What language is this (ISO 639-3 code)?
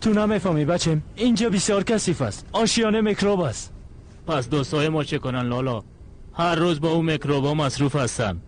fas